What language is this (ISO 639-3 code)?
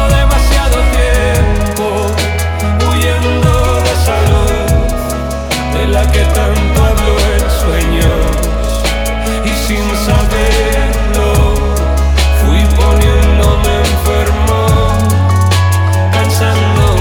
spa